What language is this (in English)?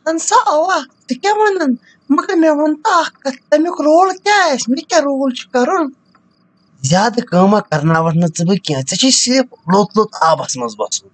Kashmiri